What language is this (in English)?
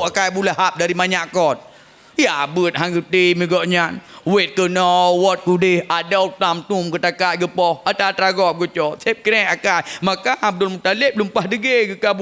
Achinese